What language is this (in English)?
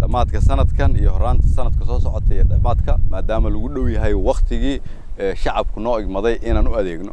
Somali